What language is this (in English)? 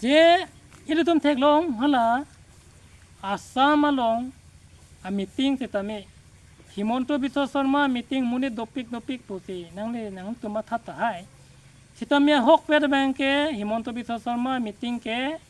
Karbi